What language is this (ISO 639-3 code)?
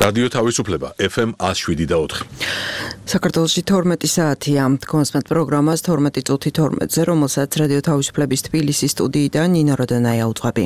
kat